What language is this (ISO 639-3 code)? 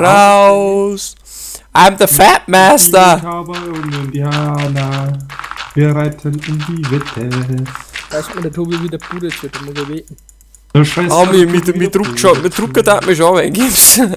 bar